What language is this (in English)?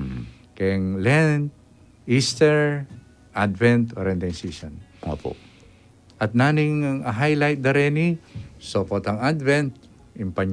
Pampanga